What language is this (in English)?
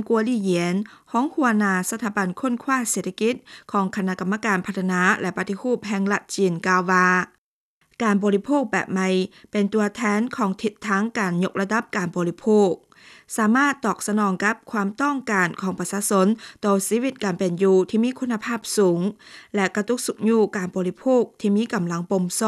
Lao